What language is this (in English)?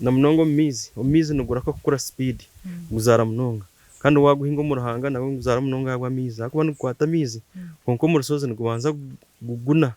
Nyankole